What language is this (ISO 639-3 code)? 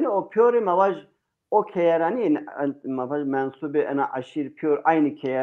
zza